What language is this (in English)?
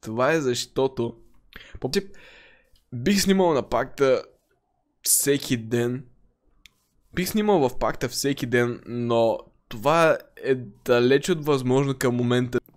Bulgarian